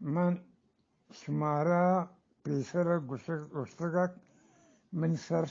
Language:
Eastern Balochi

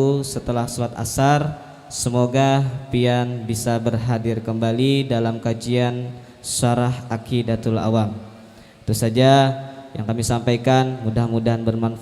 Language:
Banjar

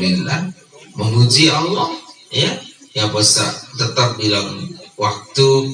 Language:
Sasak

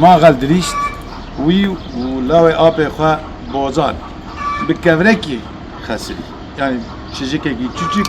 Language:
Kurdish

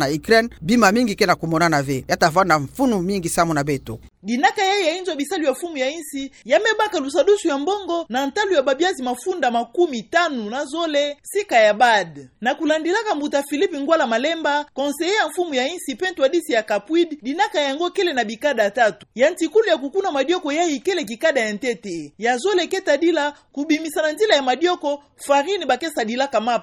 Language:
Kituba (Democratic Republic of Congo)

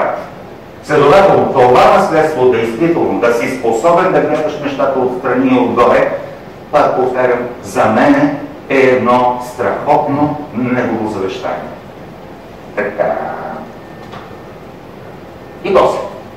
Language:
Bulgarian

